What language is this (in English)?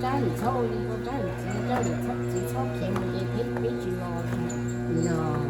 Hmong